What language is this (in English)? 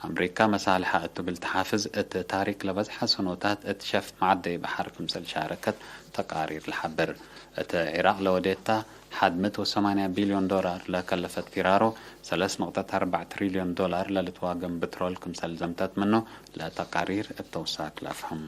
Tigre